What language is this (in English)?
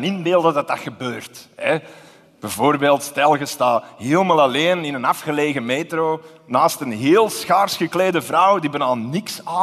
Dutch